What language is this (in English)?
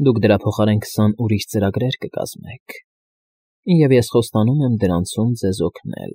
Armenian